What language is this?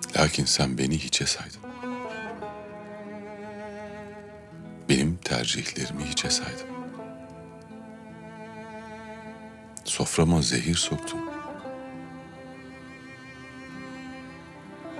Turkish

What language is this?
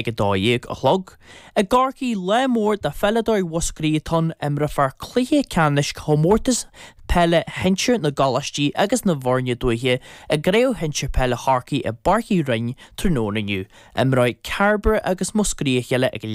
Irish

